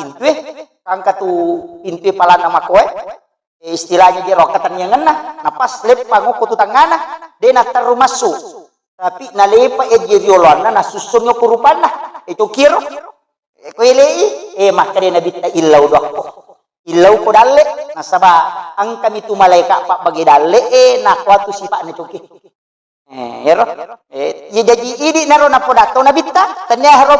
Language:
Buginese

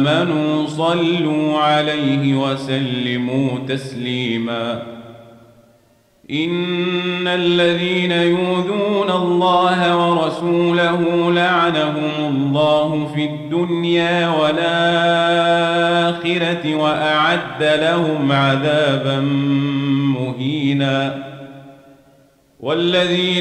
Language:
Arabic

